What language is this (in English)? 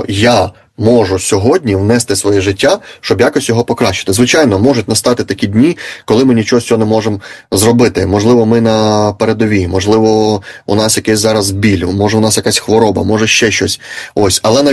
Ukrainian